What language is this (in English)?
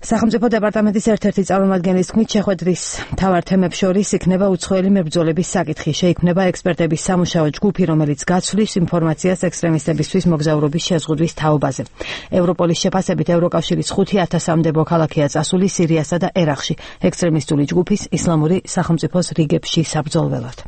Georgian